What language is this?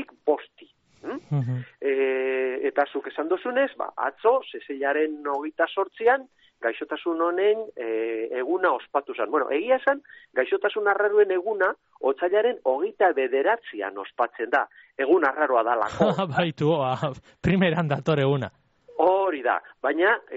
Basque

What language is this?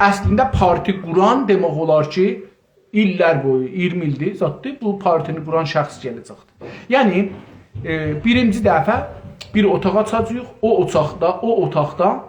South Azerbaijani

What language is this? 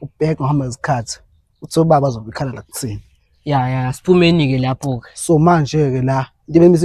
Zulu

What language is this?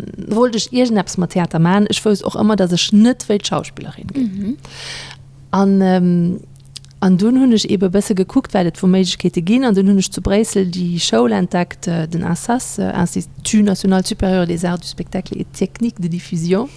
Luxembourgish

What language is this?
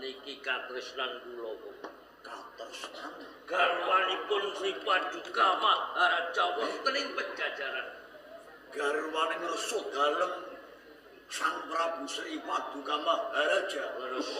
Javanese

